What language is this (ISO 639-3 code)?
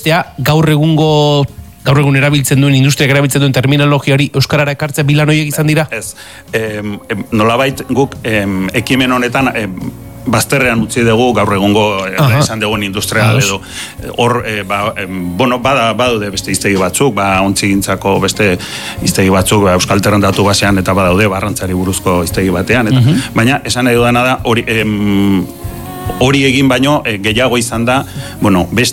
eus